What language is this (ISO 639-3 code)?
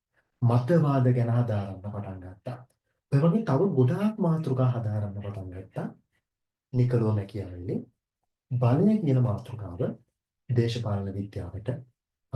sin